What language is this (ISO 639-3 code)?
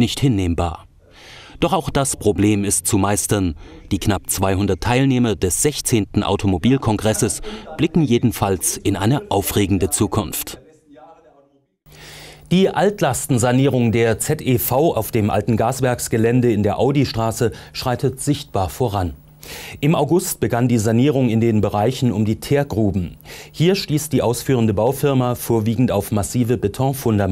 deu